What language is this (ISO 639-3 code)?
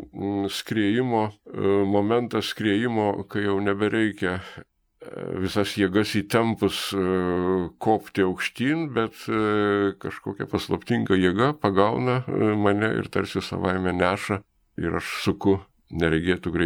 lit